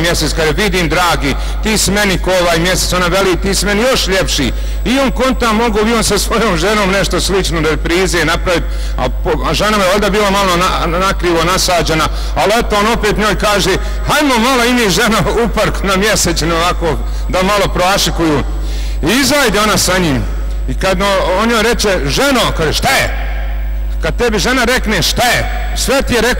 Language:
Bosnian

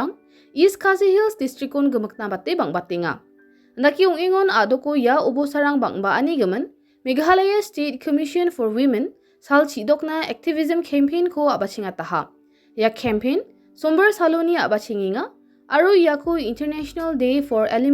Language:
Garo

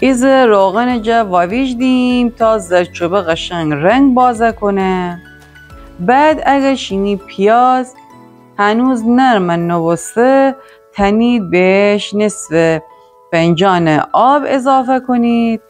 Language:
Gilaki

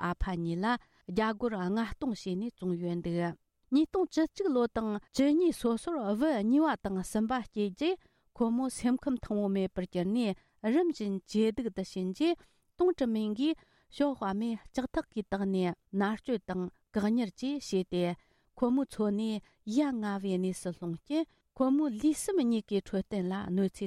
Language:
Tibetan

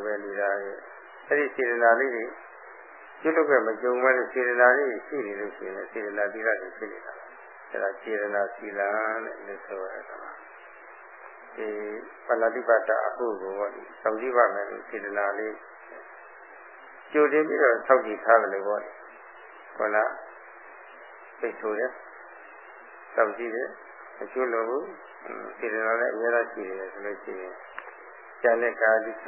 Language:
Burmese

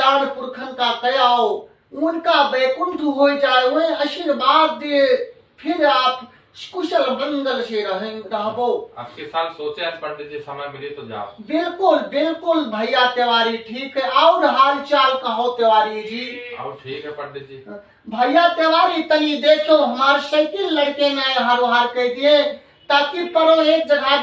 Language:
Awadhi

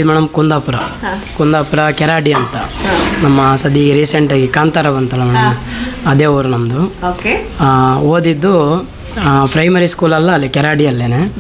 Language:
Kannada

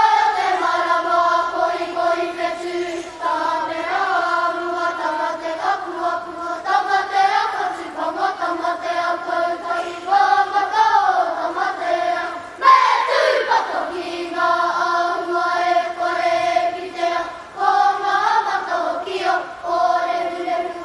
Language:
Māori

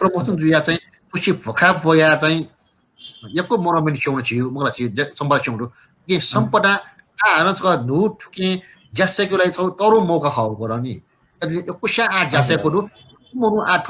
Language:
Newari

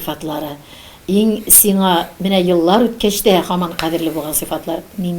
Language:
Tatar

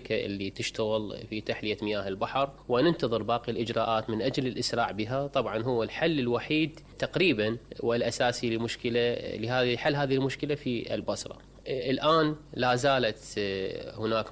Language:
Mesopotamian Arabic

